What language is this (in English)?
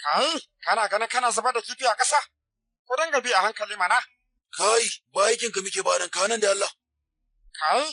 Hausa